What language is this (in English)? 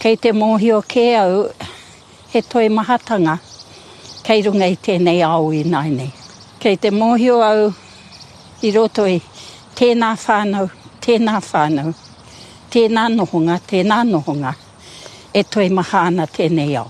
Māori